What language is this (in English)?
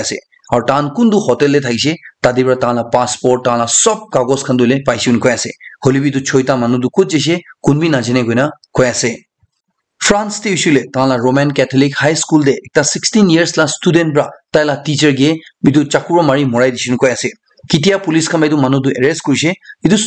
Naga Pidgin